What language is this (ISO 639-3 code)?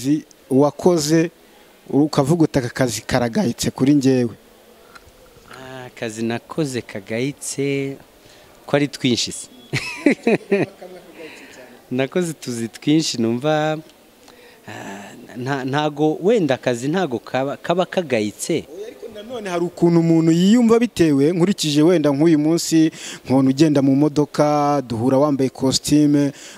kin